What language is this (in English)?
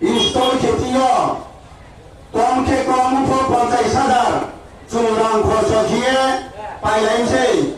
Riang (India)